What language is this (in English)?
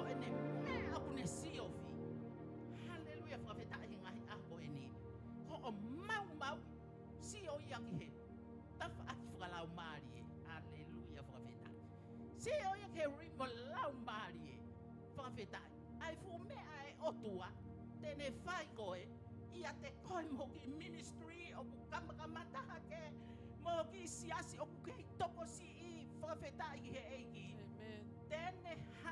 Tongan